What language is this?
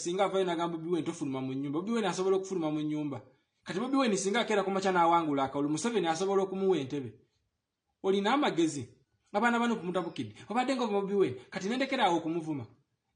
Ganda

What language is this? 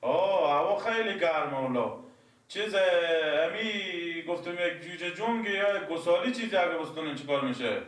Persian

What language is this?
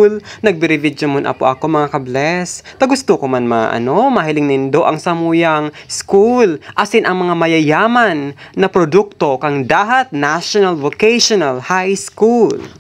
Bikol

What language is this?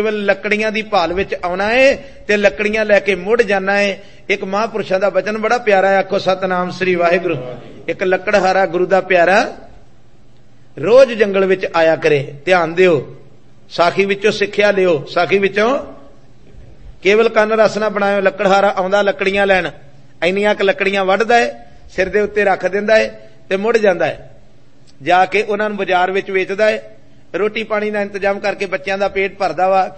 Punjabi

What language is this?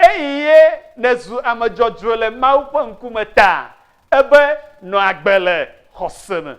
Ewe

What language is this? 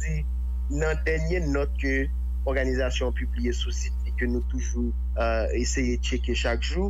Haitian Creole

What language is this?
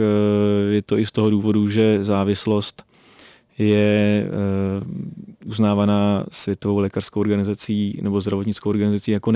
Czech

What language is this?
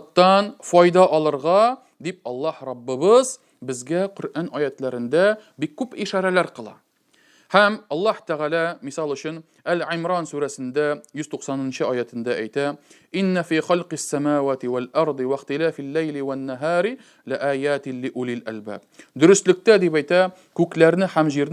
Tatar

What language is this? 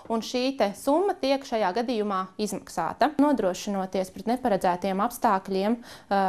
Latvian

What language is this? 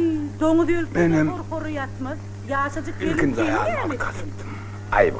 Turkmen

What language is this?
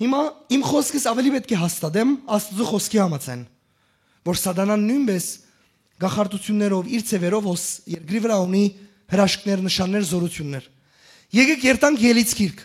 Western Armenian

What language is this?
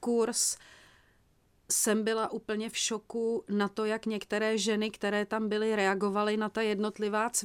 Czech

